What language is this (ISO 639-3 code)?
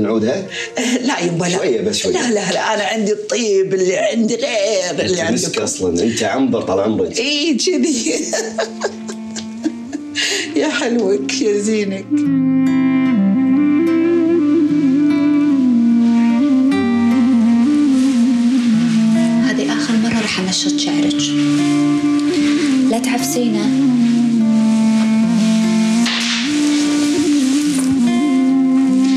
afb